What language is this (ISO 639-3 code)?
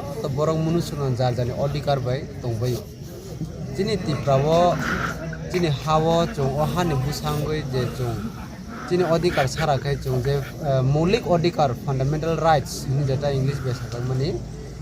trp